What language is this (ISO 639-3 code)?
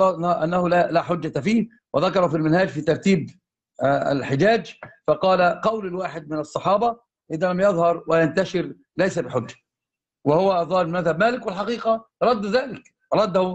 ara